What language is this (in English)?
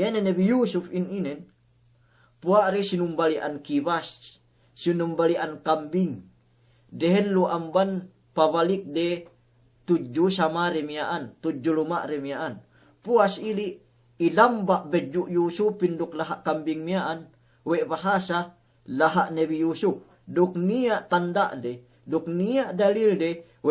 Yakan